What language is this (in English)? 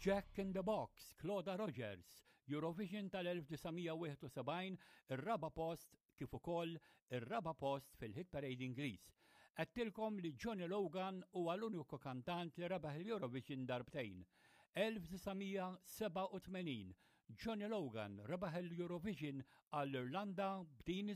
Maltese